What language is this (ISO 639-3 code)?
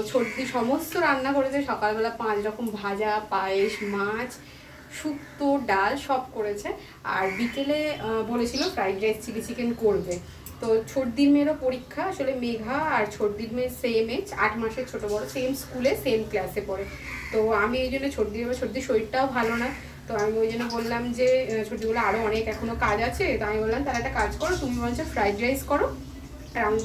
ben